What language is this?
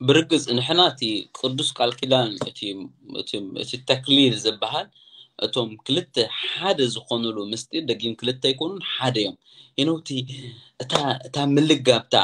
Tigrinya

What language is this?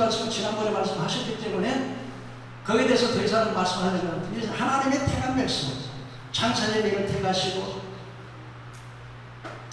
Korean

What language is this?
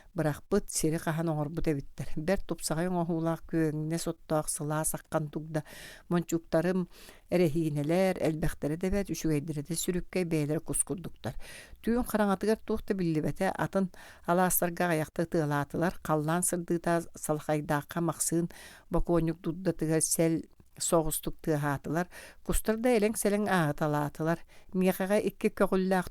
Yakut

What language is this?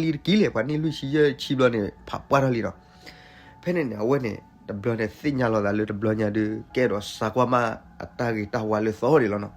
S'gaw Karen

